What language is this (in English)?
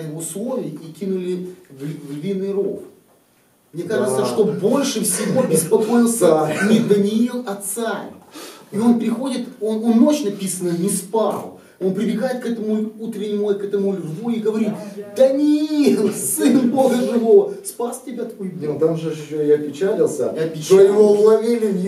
Russian